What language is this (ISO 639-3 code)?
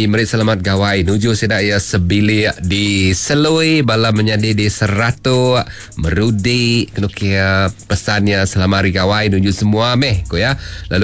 iba